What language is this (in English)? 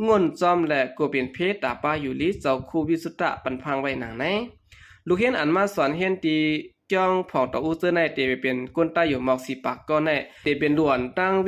Shan